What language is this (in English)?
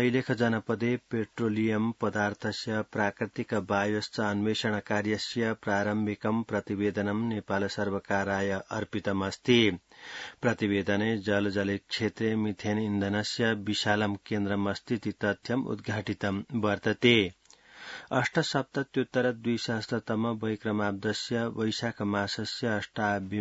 Sanskrit